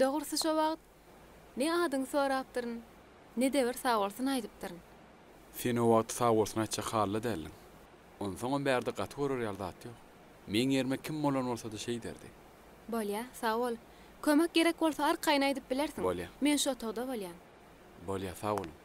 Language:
Turkmen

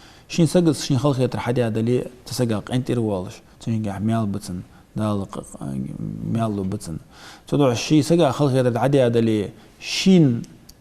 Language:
Ingush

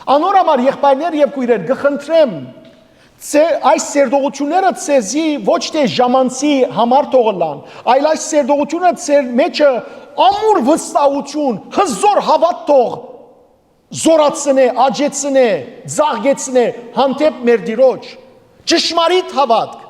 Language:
Western Armenian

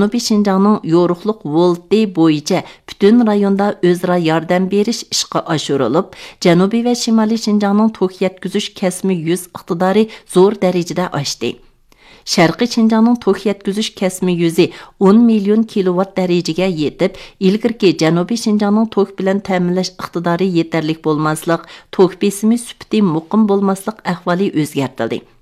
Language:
Uyghur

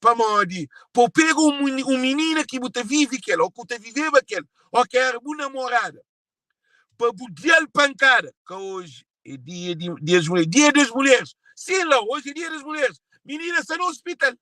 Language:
Kabuverdianu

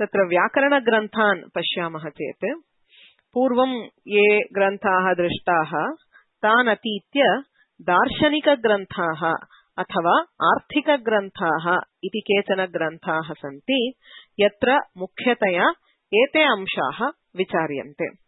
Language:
Sanskrit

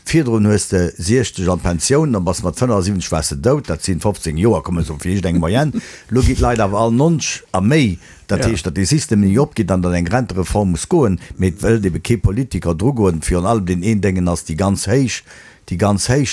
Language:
Luxembourgish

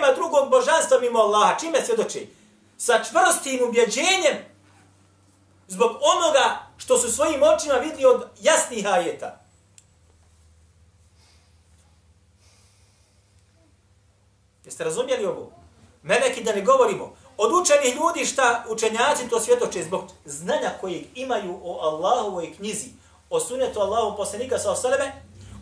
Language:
Bosnian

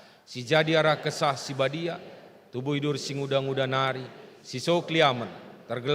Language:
Batak Karo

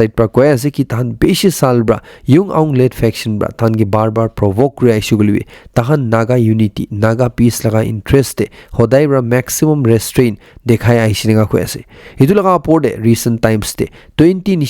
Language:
Naga Pidgin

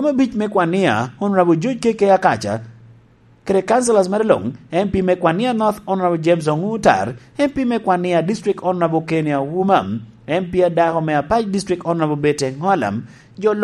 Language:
Lango (Uganda)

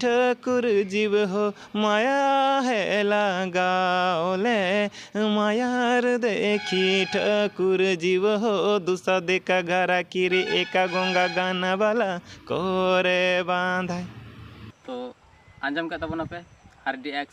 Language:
Santali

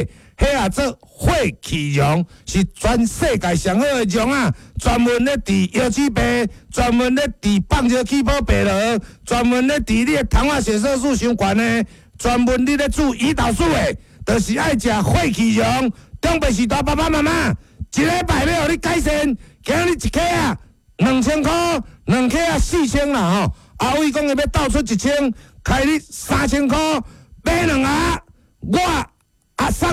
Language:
Min Nan Chinese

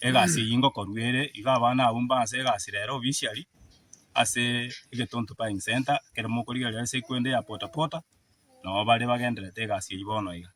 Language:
Gusii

